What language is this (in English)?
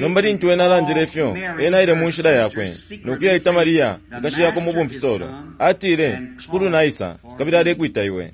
Bemba